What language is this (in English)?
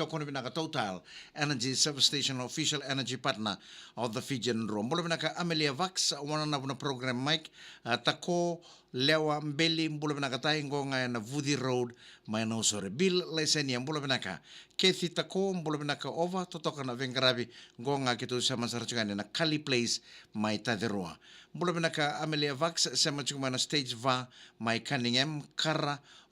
Fijian